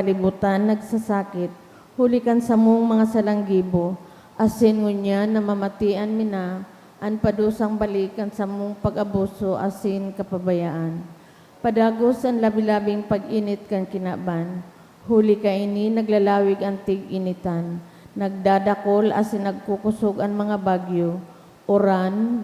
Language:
Bikol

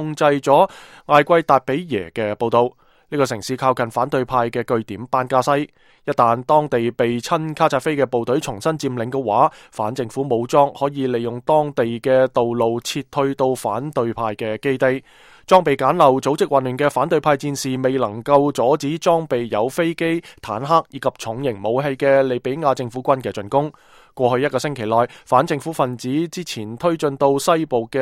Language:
Cantonese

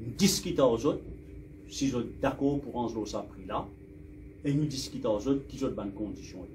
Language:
Morisyen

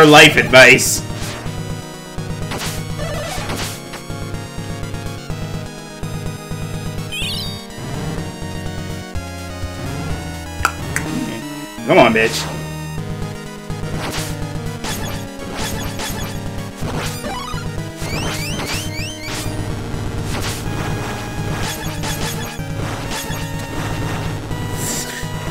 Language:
English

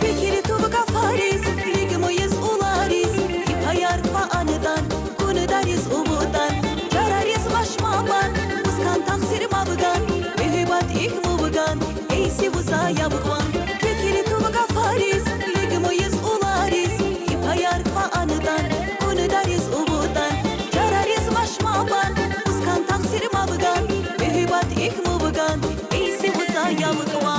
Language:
Tabassaran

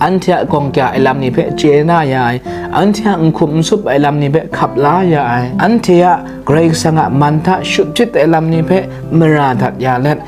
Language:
Kachin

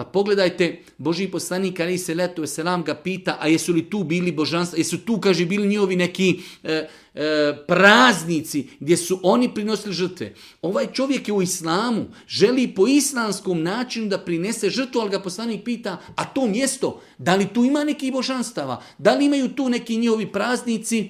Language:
Bosnian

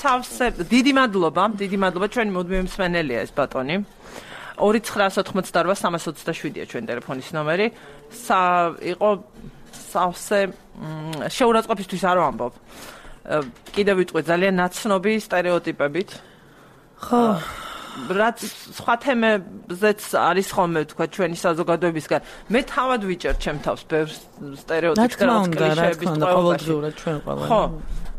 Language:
Georgian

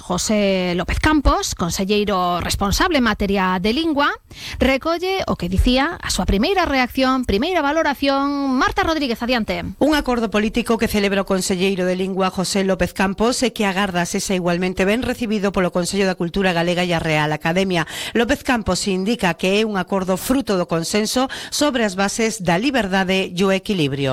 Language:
Galician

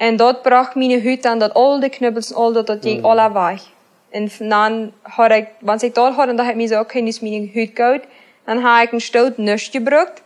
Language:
Plautdietsch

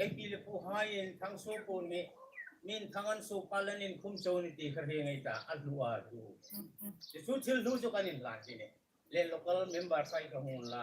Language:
Hmar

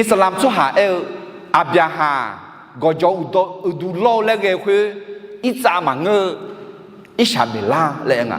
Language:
Akha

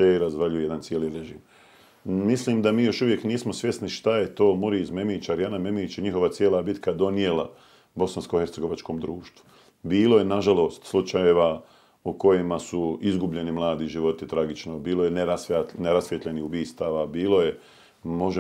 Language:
Bosnian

